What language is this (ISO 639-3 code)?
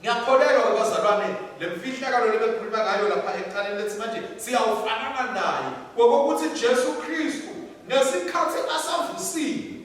ssw